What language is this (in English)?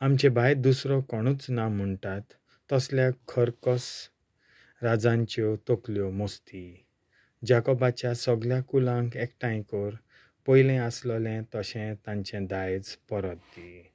Konkani